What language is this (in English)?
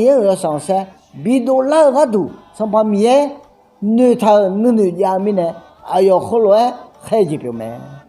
Akha